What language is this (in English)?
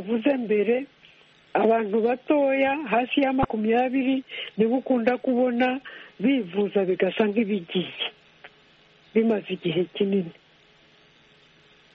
Kinyarwanda